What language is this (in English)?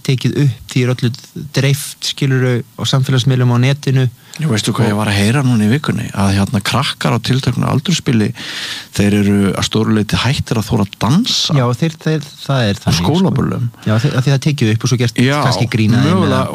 Icelandic